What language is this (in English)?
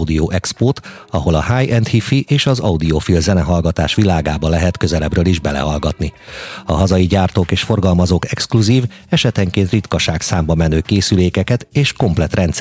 Hungarian